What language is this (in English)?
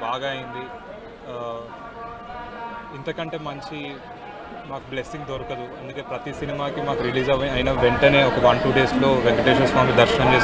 Telugu